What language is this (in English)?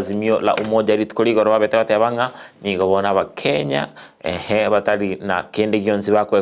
Gusii